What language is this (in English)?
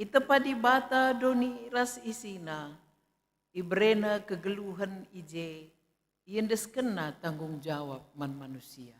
Batak Karo